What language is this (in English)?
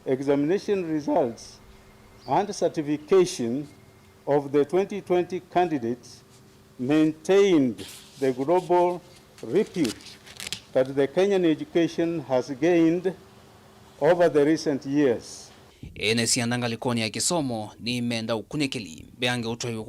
Kamba